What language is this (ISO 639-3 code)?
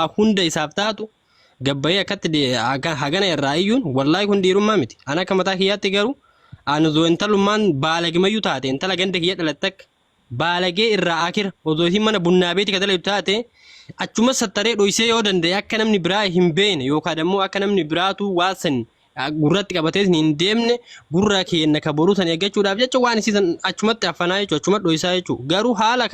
orm